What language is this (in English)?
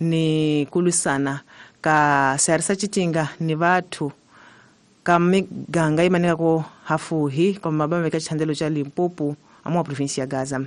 Tsonga